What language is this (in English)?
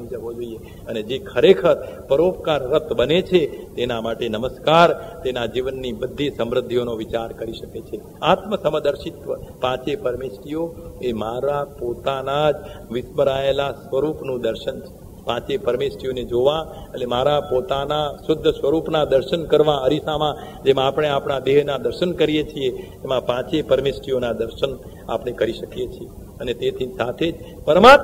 Gujarati